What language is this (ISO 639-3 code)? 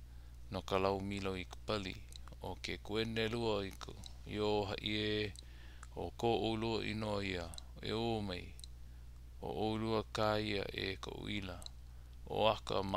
haw